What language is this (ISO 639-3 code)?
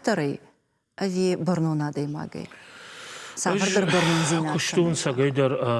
oss